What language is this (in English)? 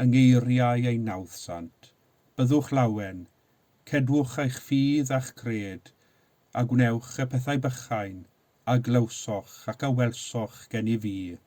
Welsh